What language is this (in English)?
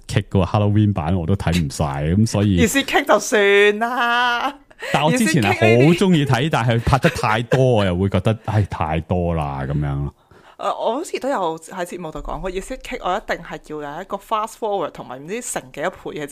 Cantonese